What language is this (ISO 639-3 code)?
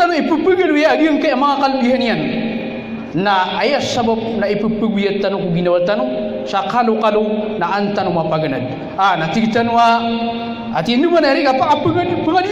mrw